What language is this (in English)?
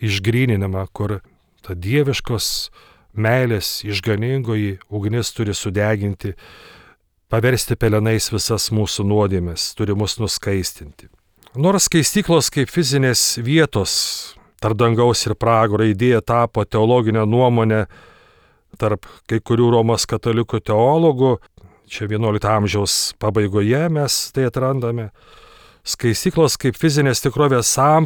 Lithuanian